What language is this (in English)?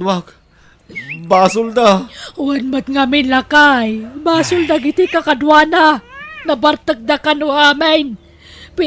Iloko